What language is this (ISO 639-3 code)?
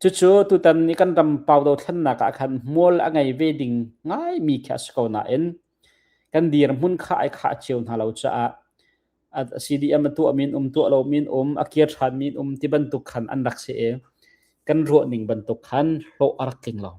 cnh